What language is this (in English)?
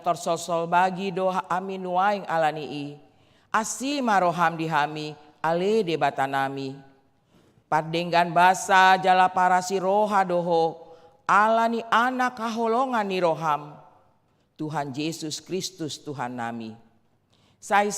Batak Toba